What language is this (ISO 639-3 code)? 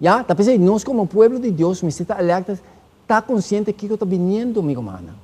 pap